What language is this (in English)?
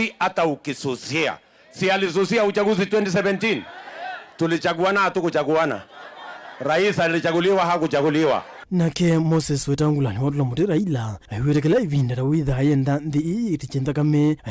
Kamba